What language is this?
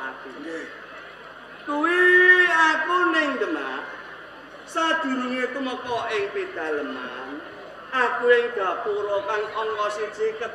Javanese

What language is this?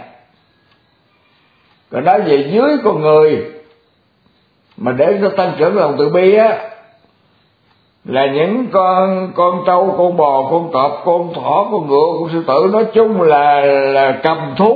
Vietnamese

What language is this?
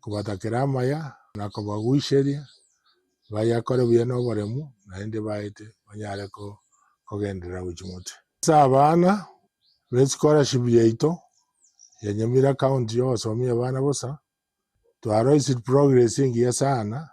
Gusii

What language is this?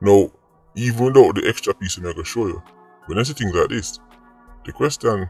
Jamaican Creole English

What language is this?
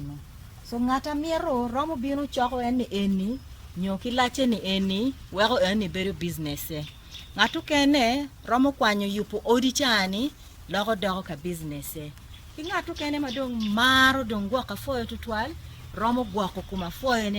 Acoli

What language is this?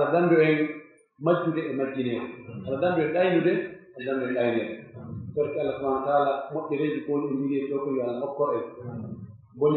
Pular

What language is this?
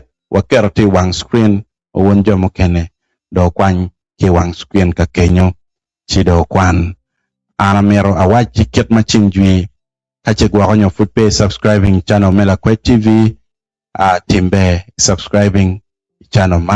Acoli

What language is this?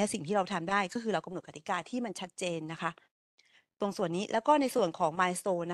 Thai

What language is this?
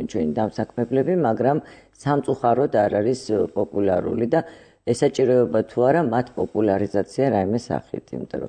Georgian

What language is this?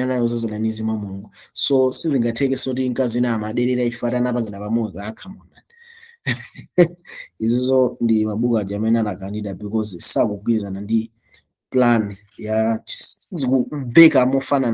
Nyanja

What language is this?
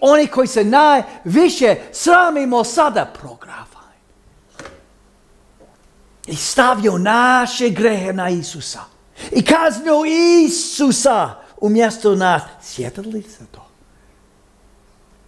Croatian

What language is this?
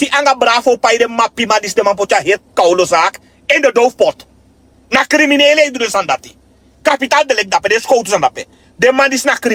Sranan Tongo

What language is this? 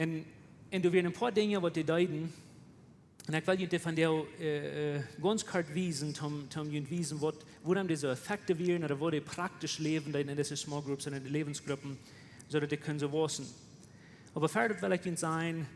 Plautdietsch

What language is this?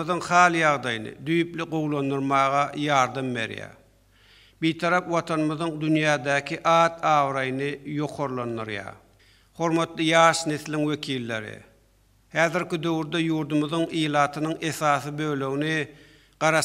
Turkmen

